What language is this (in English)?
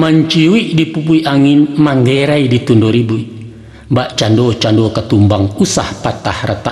Minangkabau